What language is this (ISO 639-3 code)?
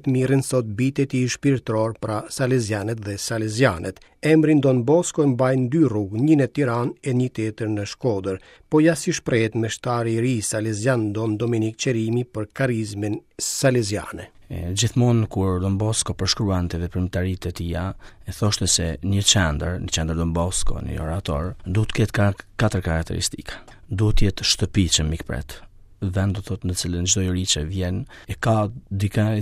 sqi